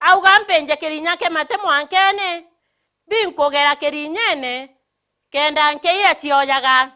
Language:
Meru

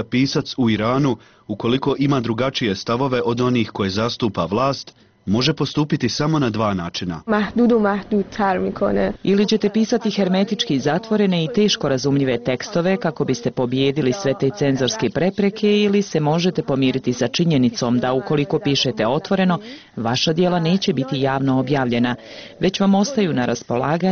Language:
Bosnian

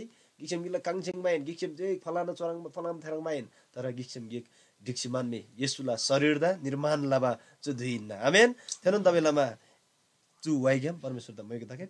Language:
Eastern Tamang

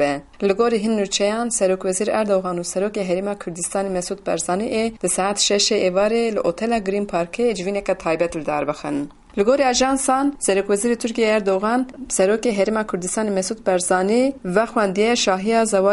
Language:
Kurdish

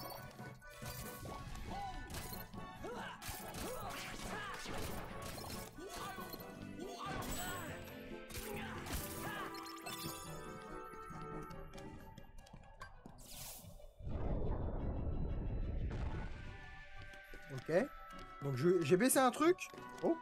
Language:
French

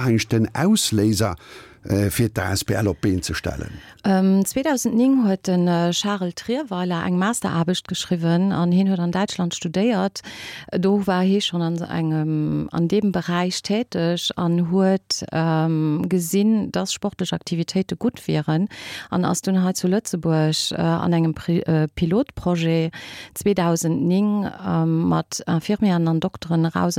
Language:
Luxembourgish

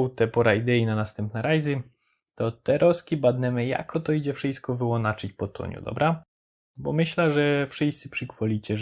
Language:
Silesian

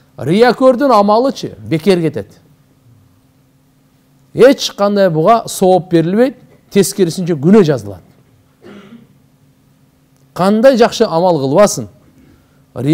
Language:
Kyrgyz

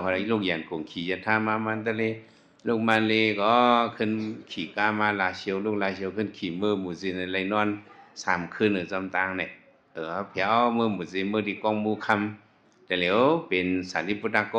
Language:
Shan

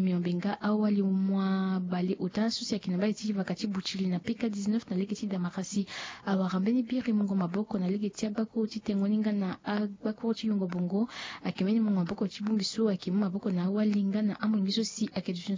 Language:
Sango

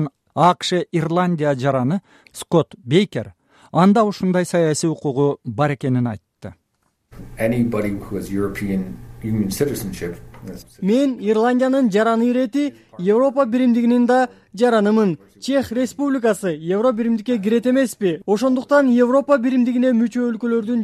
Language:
Kyrgyz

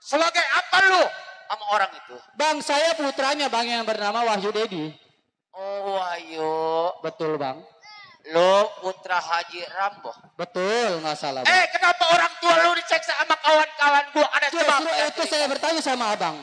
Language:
Betawi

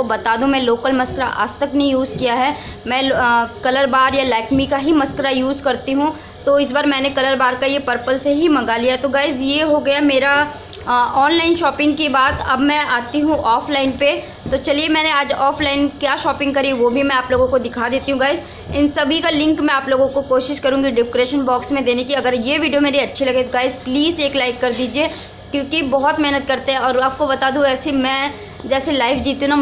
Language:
Hindi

